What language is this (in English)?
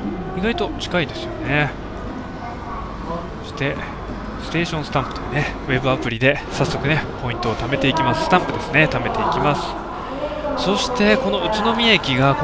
Japanese